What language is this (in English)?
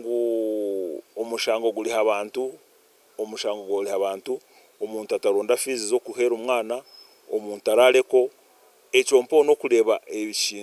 Nyankole